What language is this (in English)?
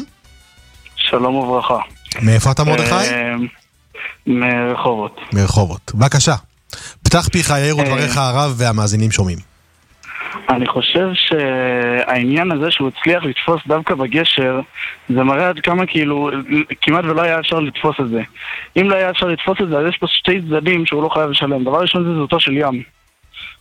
Hebrew